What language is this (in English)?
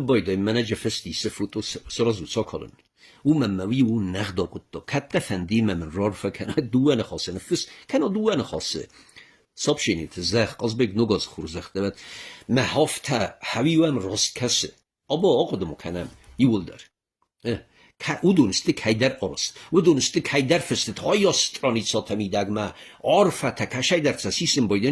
Ossetic